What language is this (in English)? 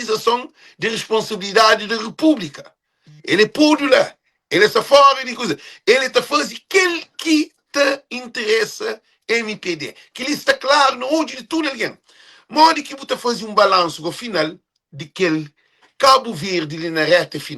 Kabuverdianu